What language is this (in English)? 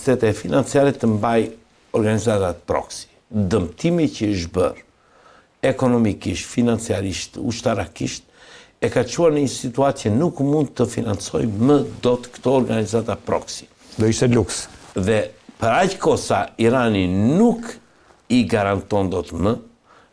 Albanian